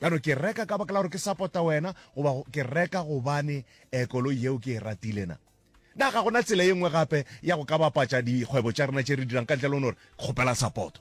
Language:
Northern Sotho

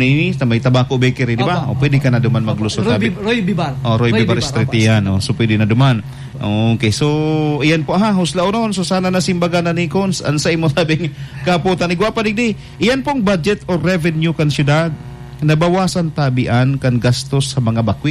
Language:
Bikol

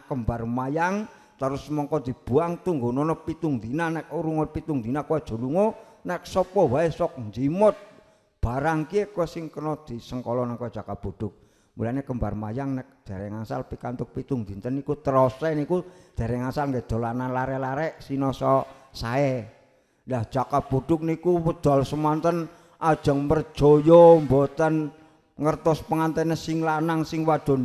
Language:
Javanese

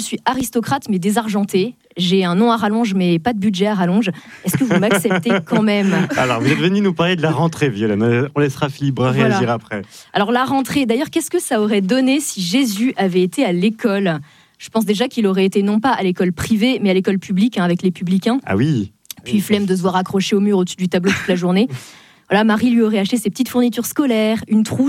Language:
French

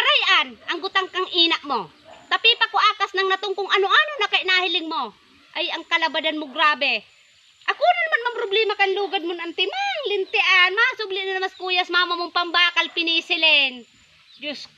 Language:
Bikol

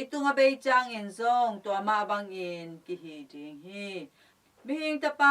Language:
Tedim Chin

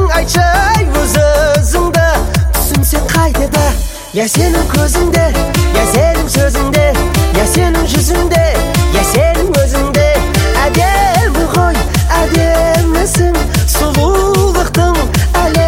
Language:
Kazakh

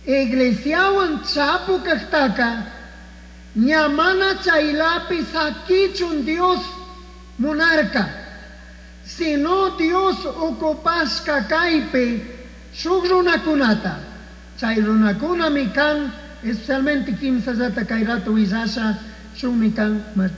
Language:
Chimborazo Highland Quichua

